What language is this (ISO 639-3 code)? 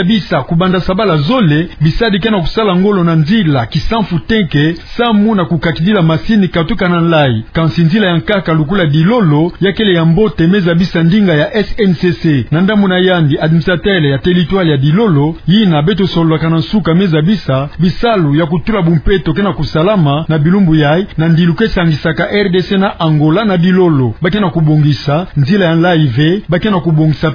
ktu